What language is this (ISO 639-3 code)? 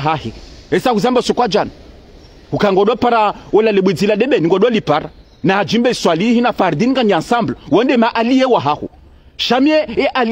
zdj